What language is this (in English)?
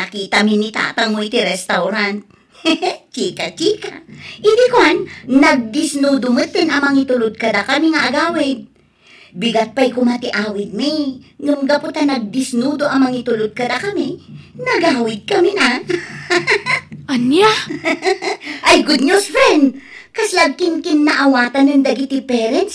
Iloko